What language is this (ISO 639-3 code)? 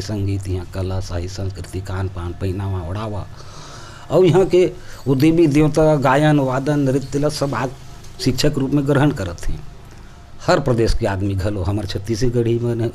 hne